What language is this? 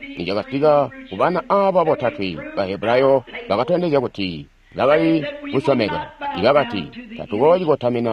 Tonga (Zambia)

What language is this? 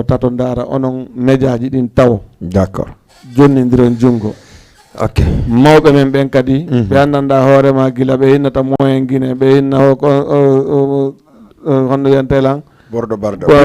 Fula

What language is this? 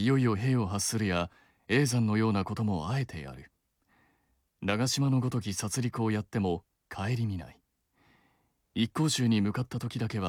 Japanese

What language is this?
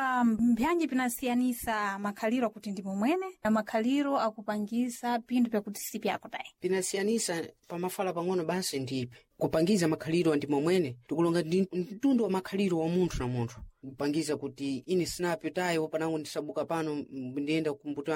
Sena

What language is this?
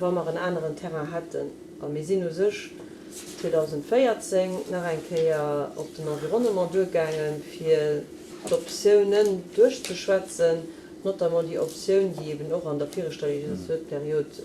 Luxembourgish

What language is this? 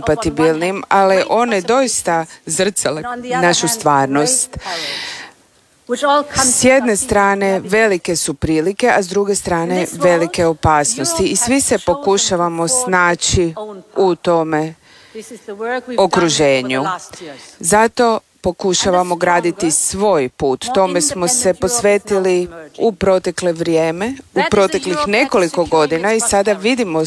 Croatian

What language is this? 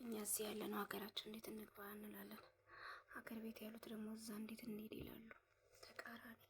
Amharic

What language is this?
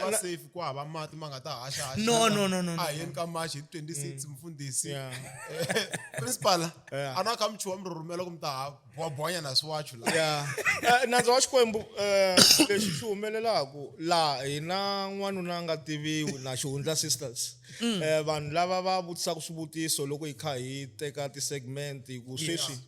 Tsonga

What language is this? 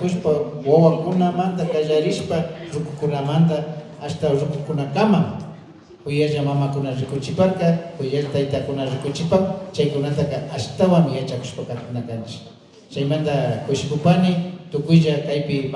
Imbabura Highland Quichua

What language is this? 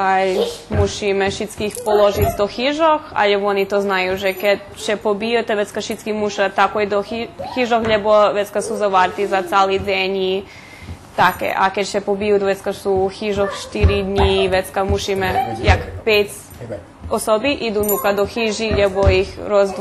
Rusyn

